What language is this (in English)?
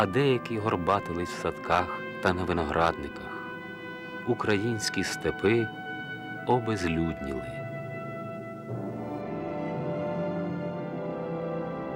Ukrainian